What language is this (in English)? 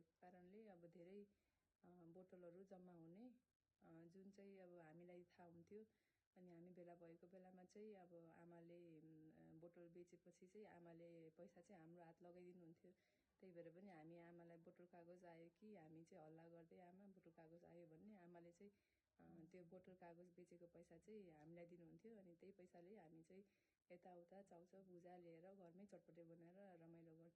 Nepali